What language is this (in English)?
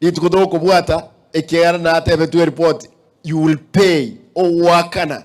Gusii